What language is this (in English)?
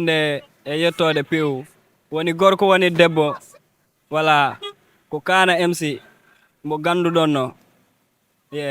Fula